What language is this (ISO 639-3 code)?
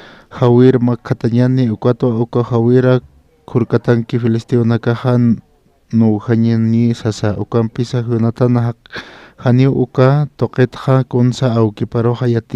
aym